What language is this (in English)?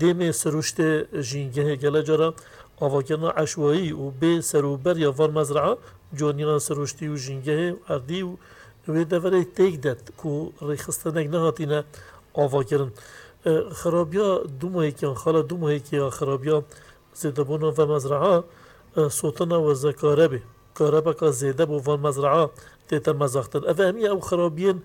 Kurdish